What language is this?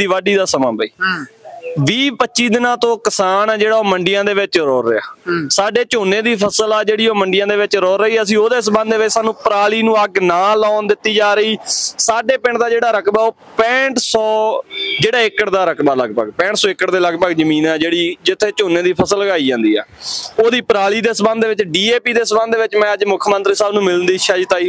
Punjabi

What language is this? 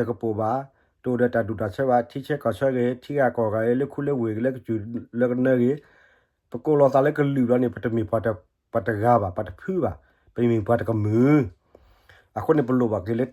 S'gaw Karen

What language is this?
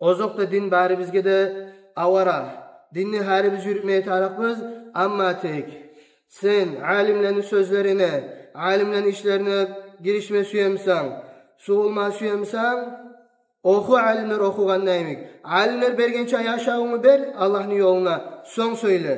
Kumyk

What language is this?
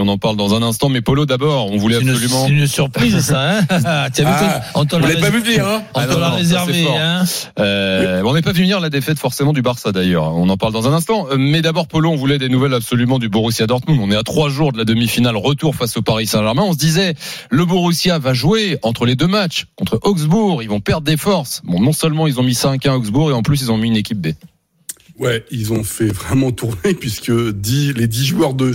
French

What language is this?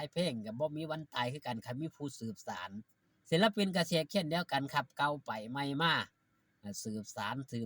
Northeastern Thai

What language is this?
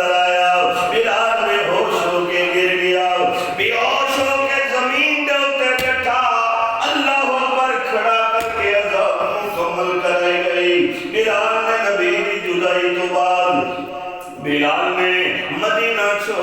Saraiki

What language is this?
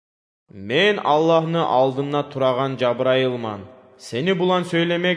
Kumyk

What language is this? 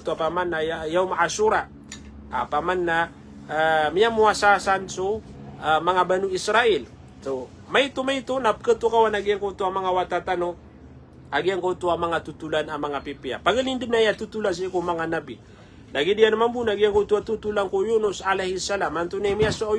Maranao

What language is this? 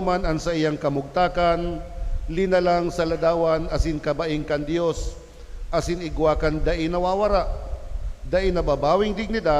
Bikol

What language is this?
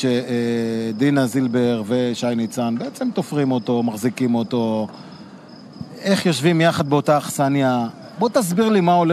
Hebrew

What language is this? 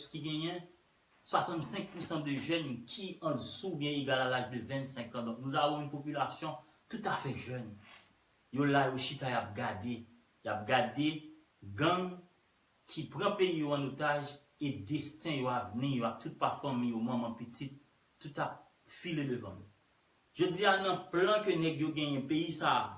Haitian Creole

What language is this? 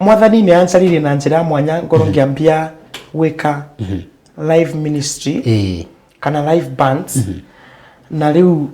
Kikuyu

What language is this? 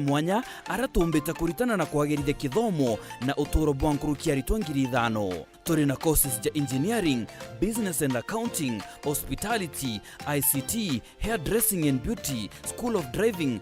Meru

